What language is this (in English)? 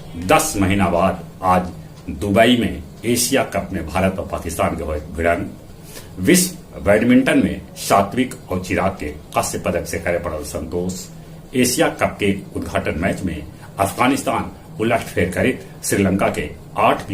Magahi